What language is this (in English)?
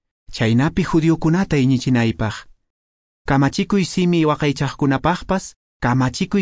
Quechua